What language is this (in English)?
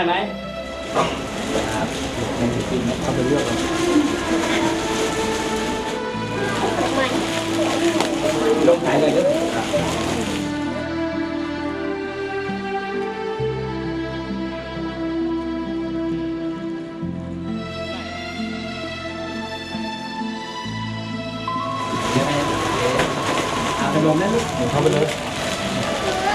Thai